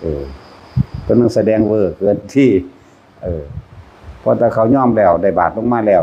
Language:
Northeastern Thai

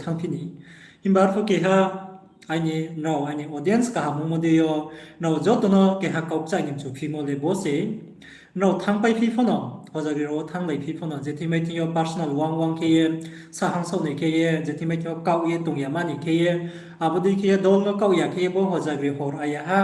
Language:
Riang (India)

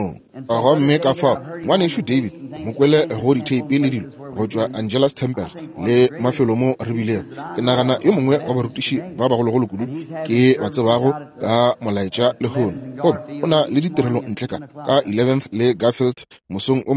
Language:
Northern Sotho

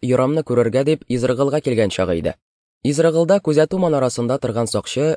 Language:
Tatar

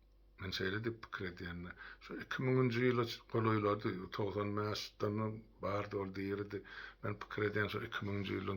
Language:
Turkmen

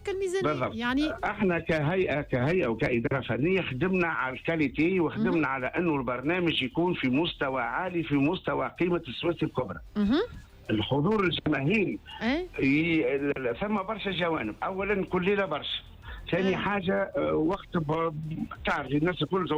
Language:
Tunisian Arabic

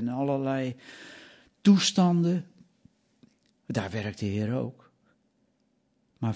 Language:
Dutch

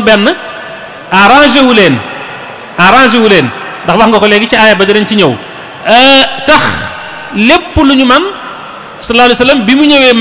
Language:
Wolof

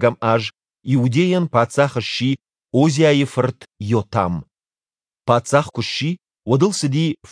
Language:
Ossetic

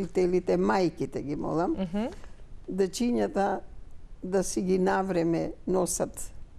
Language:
Macedonian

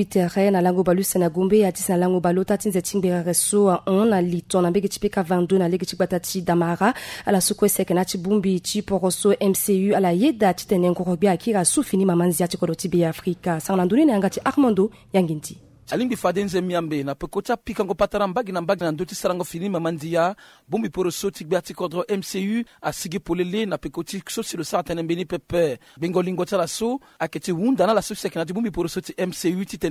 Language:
Sango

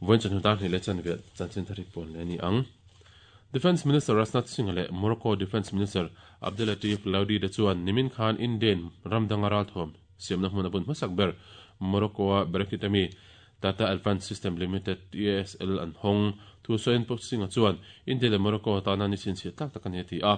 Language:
Mizo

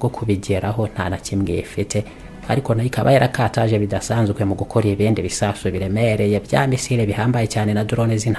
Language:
Kinyarwanda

